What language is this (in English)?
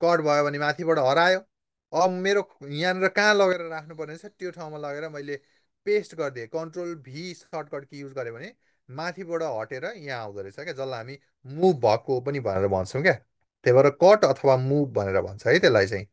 Nepali